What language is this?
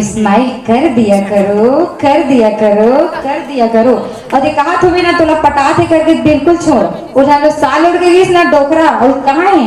Chhattisgarhi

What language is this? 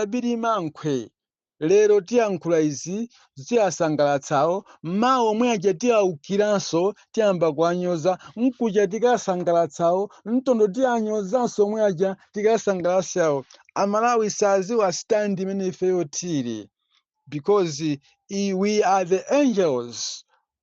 Nyanja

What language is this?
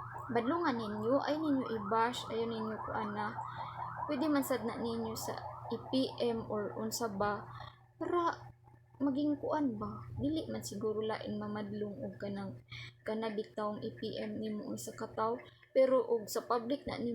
Cebuano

